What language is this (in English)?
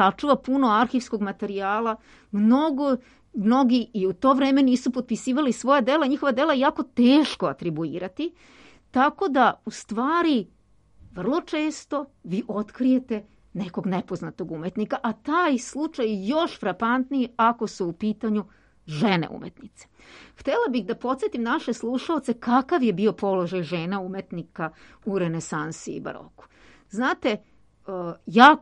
Serbian